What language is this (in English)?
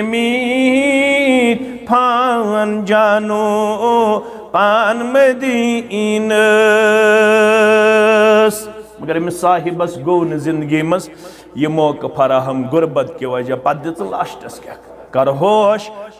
Kashmiri